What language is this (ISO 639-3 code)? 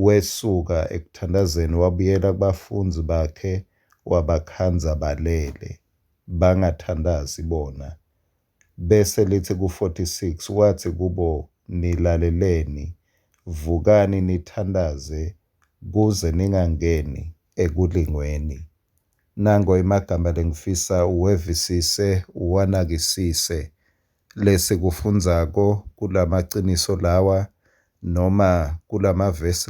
ssw